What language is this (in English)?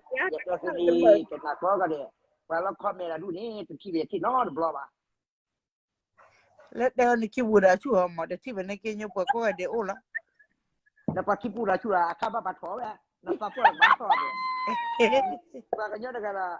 S'gaw Karen